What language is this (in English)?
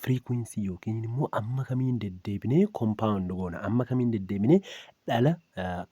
Oromo